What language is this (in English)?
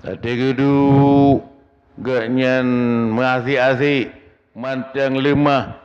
Achinese